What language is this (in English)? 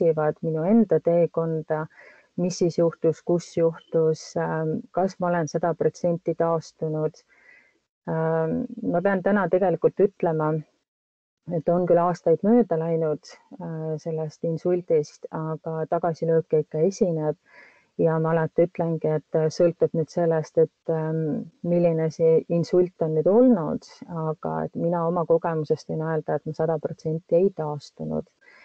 Estonian